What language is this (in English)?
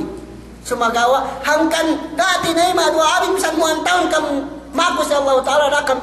Yakan